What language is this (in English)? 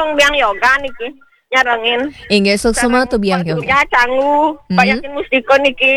Balinese